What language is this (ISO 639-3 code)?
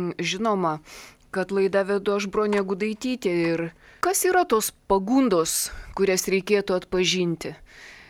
lit